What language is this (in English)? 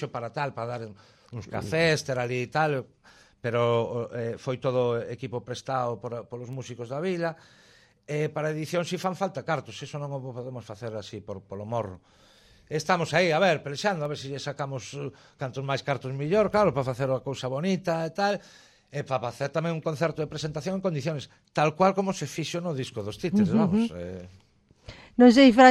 Galician